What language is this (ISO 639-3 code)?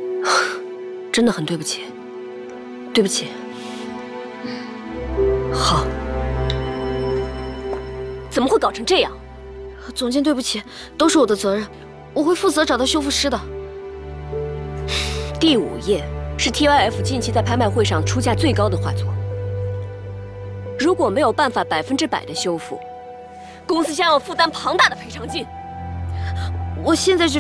zho